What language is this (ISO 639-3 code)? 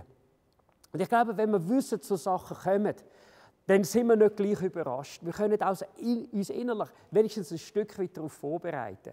gsw